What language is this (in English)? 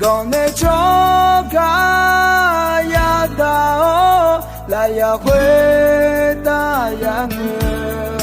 Akha